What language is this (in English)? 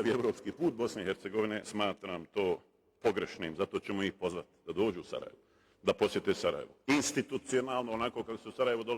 Bosnian